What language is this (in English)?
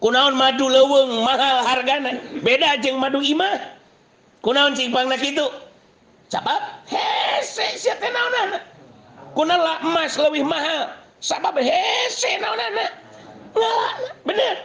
Sundanese